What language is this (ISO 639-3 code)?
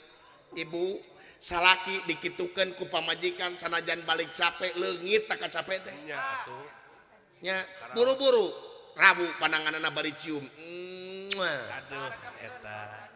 sun